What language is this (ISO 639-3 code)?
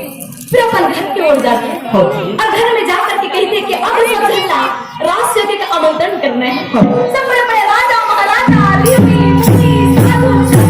hne